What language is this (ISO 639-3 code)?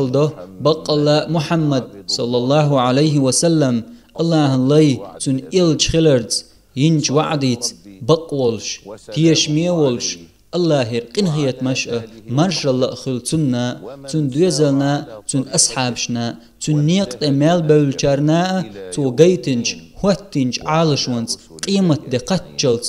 che